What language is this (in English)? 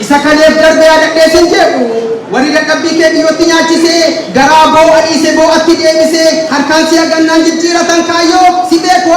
Oromo